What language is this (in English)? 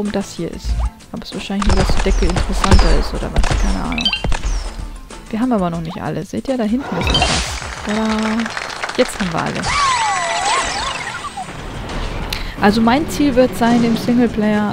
German